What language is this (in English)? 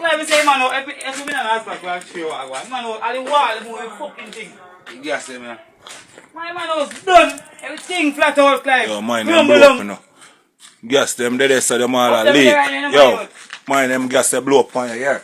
Jamaican Creole English